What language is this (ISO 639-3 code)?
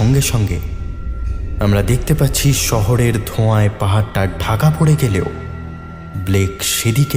ben